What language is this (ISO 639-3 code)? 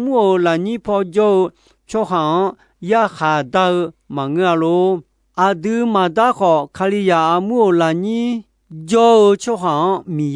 ahk